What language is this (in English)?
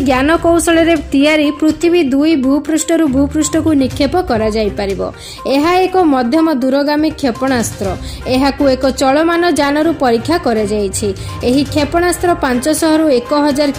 Odia